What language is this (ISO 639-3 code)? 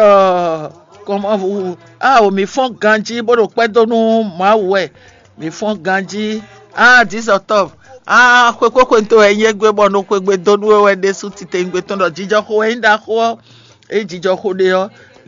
fon